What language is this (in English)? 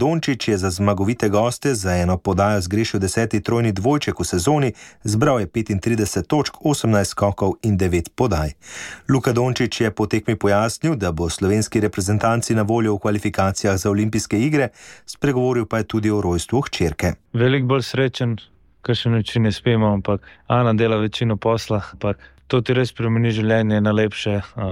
Slovenian